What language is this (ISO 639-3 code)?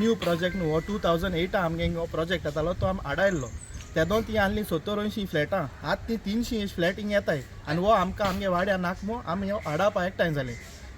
kok